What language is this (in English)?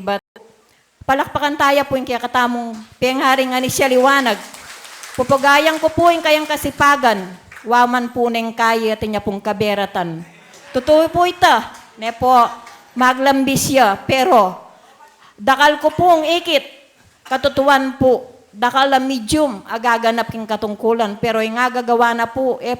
Pampanga